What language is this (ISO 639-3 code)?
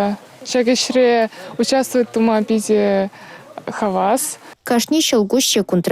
chv